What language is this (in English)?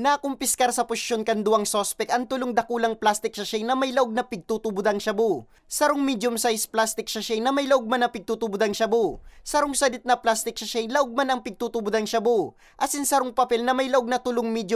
Bikol